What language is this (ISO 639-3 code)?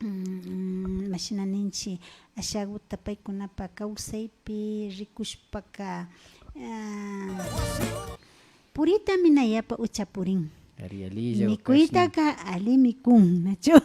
qvi